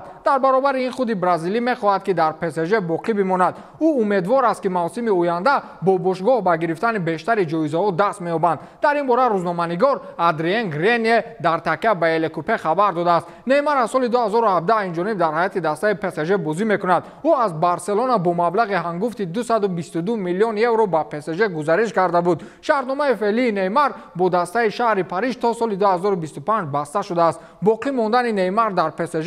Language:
Tajik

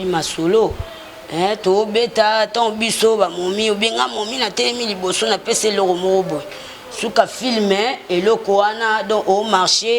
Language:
Lingala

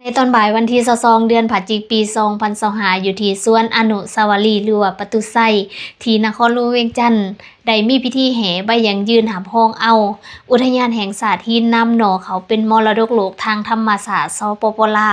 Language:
Lao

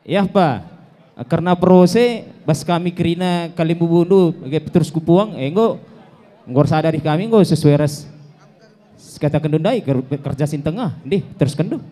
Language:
Batak Karo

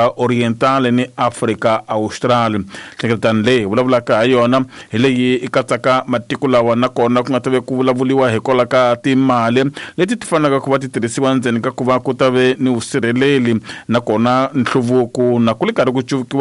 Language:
Tsonga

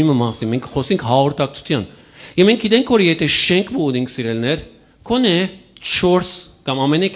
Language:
Western Armenian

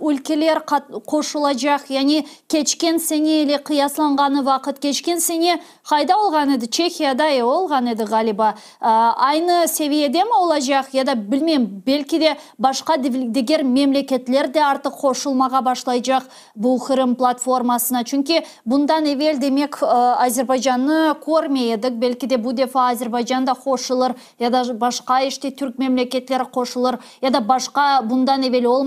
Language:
Crimean Tatar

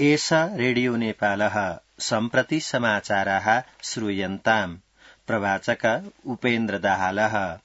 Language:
Sanskrit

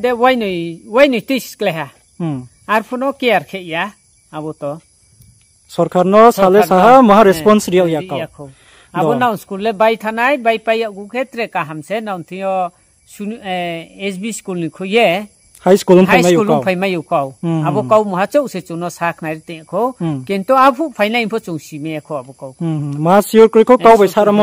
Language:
Riang (India)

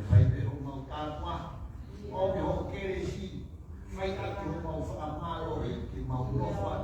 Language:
Tongan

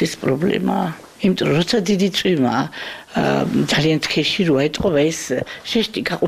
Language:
Georgian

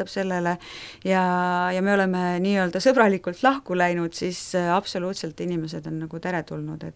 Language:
Estonian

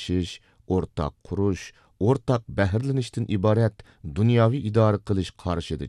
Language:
Uyghur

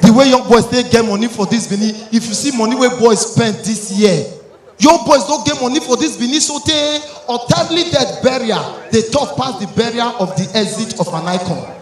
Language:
Nigerian Pidgin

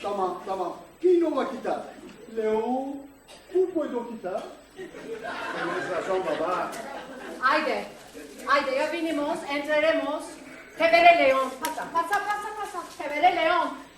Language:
Ladino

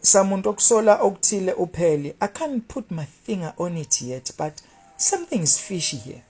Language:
Zulu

